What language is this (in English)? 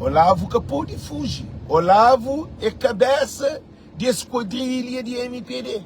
Kabuverdianu